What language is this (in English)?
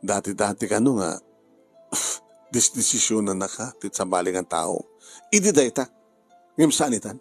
Iloko